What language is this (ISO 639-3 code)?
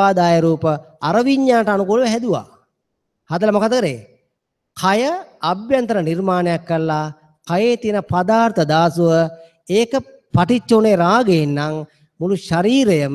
sin